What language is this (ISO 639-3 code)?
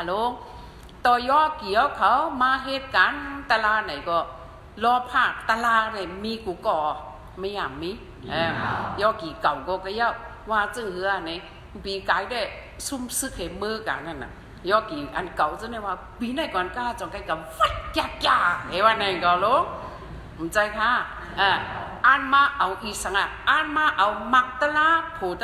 shn